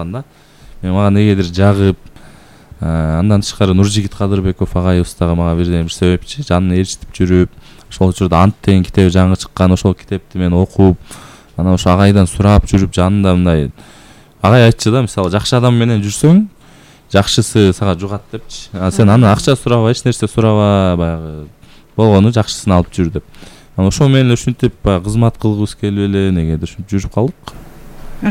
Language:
Kyrgyz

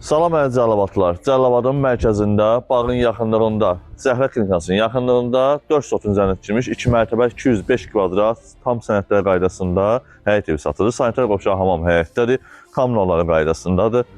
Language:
Azerbaijani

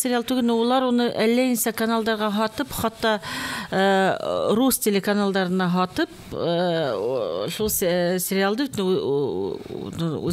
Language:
Bashkir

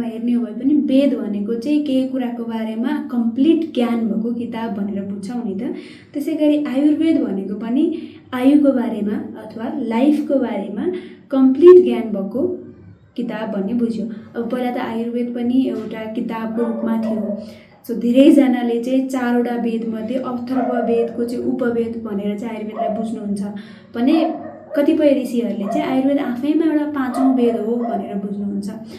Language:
Nepali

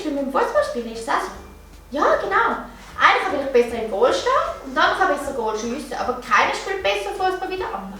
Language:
Swiss German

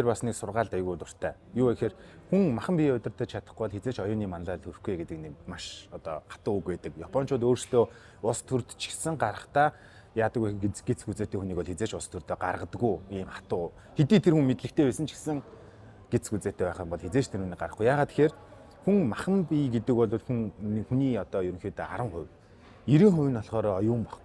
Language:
Mongolian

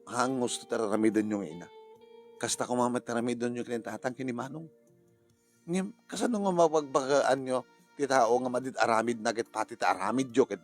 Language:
Iloko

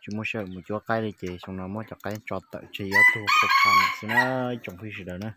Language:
Hmong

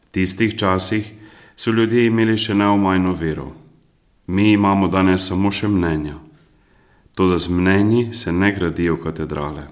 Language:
Slovenian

